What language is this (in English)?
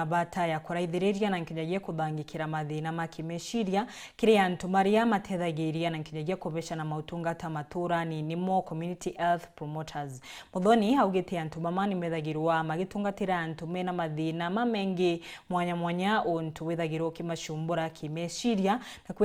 Meru